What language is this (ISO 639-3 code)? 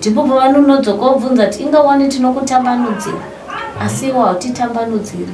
sna